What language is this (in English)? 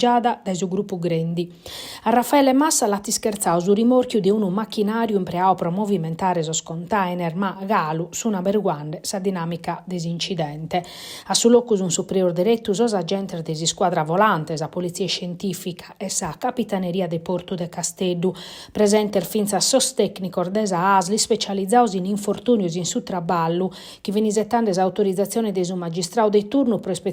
Sardinian